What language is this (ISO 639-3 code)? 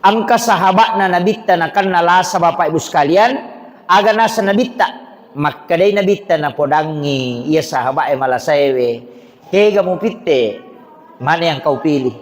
bug